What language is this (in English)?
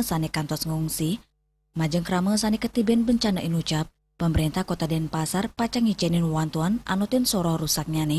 Balinese